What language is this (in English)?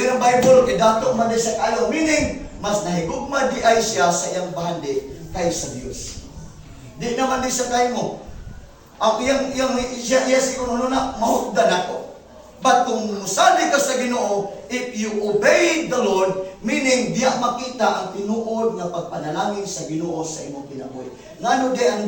Cebuano